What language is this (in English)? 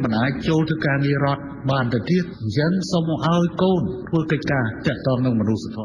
Khmer